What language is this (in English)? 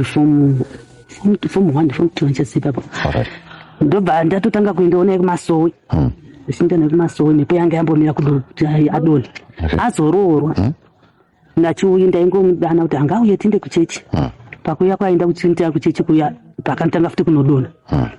Shona